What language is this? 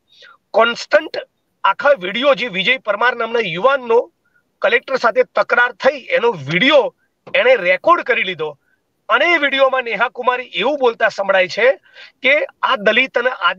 Gujarati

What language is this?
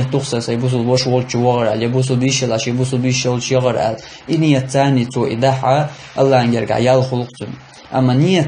Chechen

